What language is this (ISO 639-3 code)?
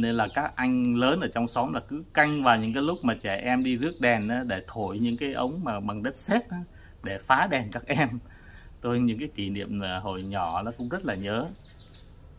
vie